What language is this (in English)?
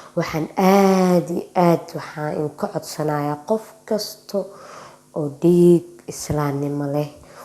Somali